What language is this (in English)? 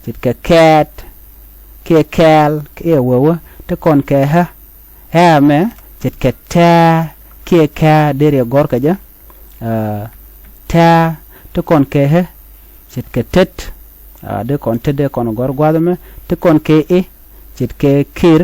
Nuer